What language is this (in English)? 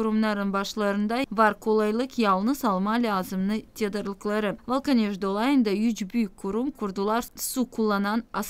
Gagauz